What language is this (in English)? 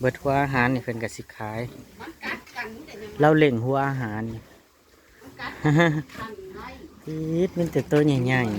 Northeastern Thai